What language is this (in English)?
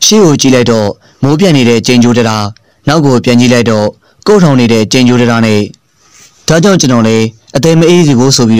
Burmese